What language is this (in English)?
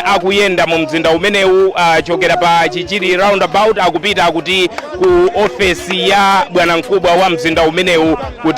Nyanja